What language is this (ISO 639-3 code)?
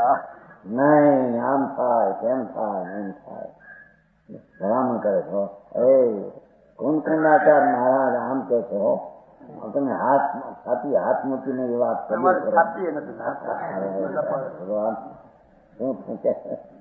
guj